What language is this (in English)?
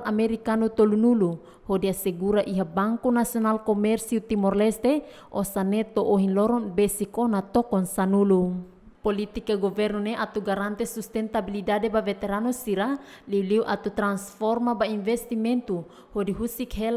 Tetum